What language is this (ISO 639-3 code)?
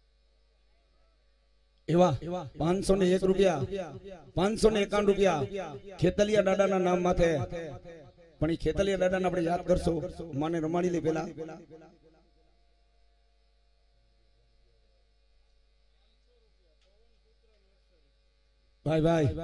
guj